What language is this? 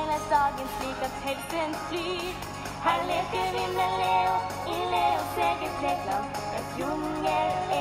Norwegian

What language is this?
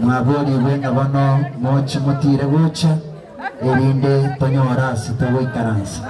Gusii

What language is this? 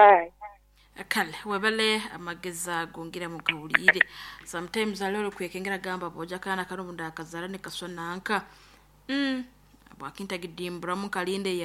Nyoro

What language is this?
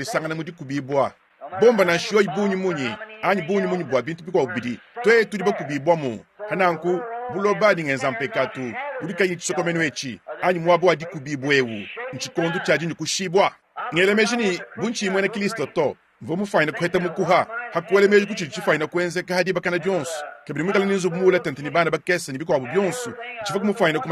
Luba-Lulua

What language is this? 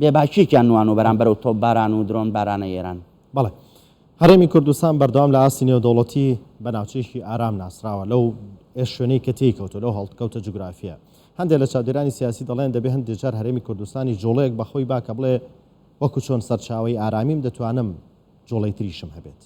Central Kurdish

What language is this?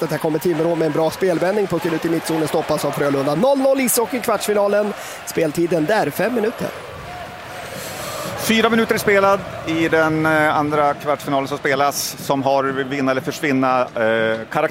Swedish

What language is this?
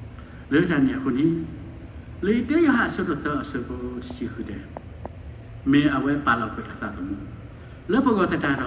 S'gaw Karen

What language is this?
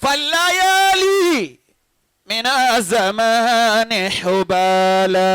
Yoruba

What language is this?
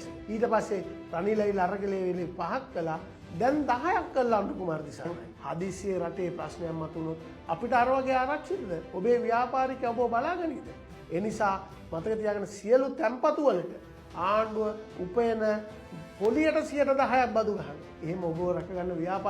Sinhala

